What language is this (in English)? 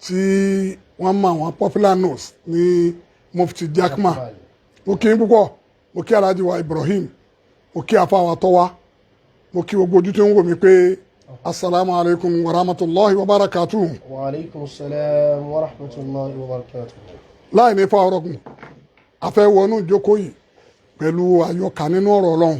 Yoruba